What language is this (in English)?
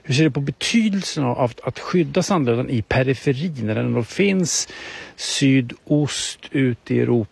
Swedish